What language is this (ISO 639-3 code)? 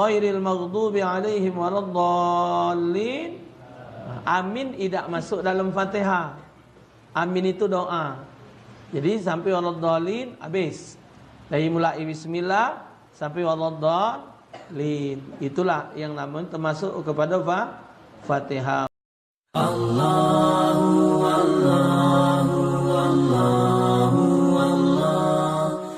mui